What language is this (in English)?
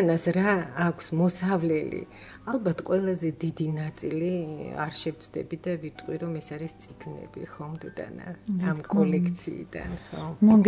Georgian